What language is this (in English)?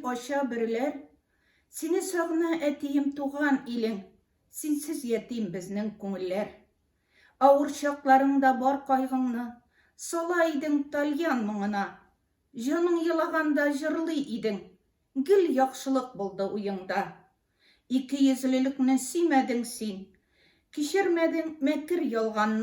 Tatar